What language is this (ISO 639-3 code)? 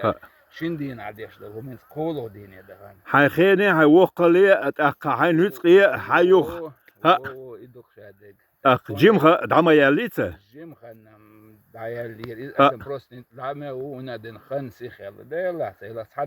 che